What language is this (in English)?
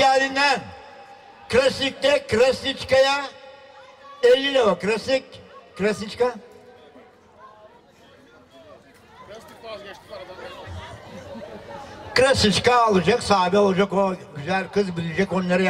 Turkish